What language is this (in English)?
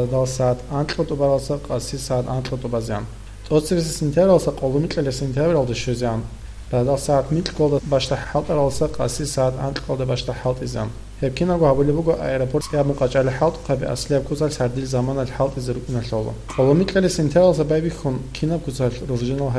Avaric